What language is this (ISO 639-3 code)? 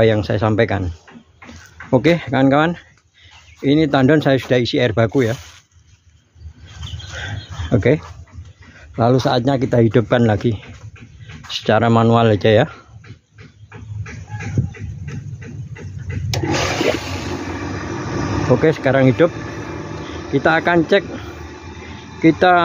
ind